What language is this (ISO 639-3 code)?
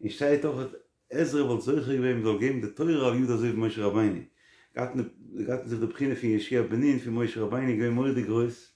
yid